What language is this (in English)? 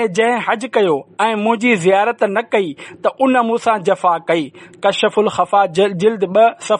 Sindhi